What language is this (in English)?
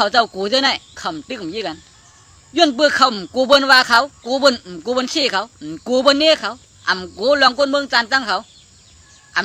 Shan